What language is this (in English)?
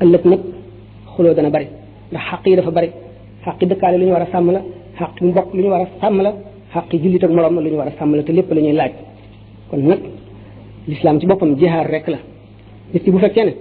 Wolof